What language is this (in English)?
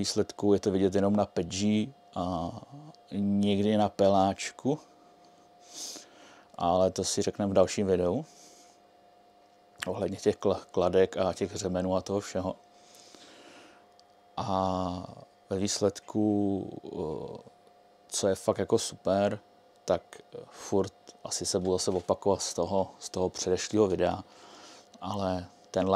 Czech